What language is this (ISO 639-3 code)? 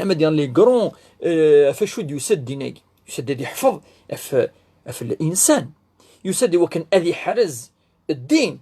kab